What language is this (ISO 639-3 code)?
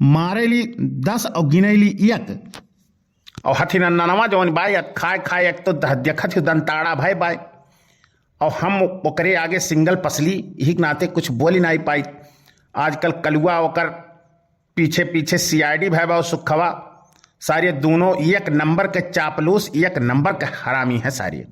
awa